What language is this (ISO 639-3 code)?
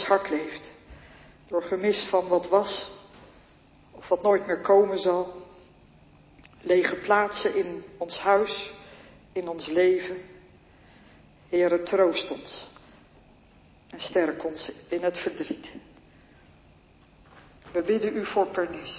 nld